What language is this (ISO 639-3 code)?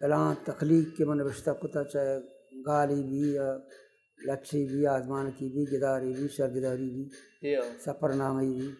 bal